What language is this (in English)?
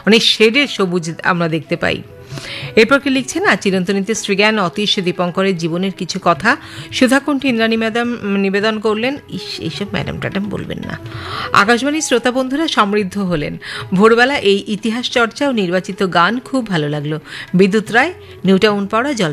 Bangla